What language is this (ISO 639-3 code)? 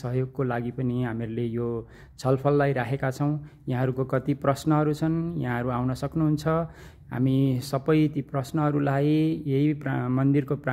nep